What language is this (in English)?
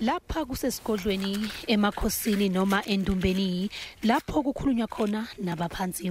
Zulu